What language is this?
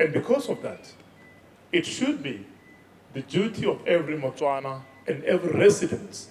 Tswana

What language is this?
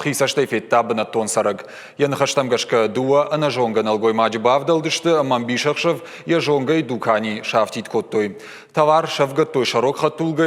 Ossetic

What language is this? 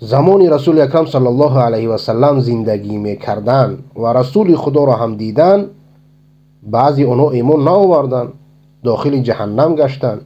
Persian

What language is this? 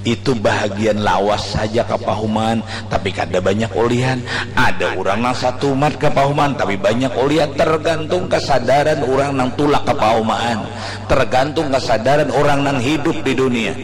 Banjar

